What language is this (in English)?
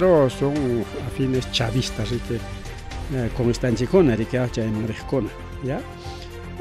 Ayacucho Quechua